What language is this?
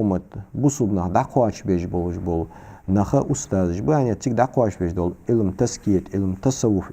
Ingush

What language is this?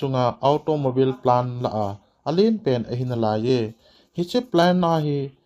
Thado Chin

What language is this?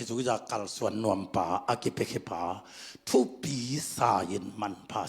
Tedim Chin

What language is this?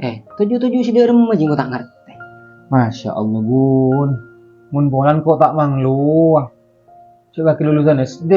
Madurese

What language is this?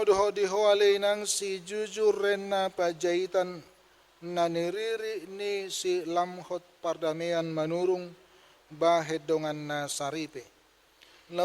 Batak Toba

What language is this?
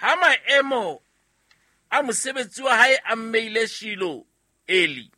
Southern Sotho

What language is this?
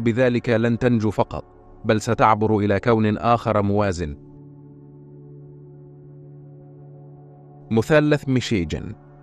Arabic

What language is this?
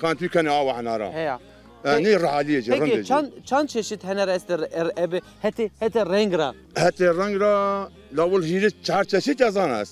Zaza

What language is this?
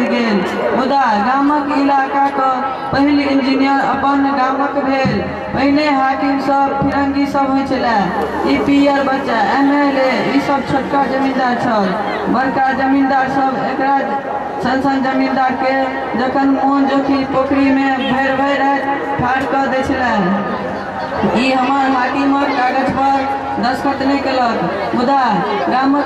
Maithili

